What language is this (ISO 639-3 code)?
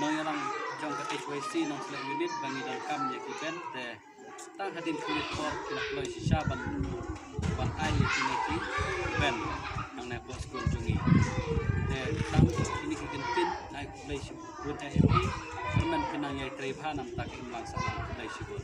kha